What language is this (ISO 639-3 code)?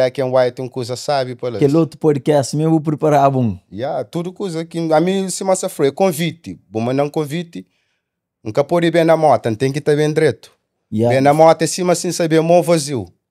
kea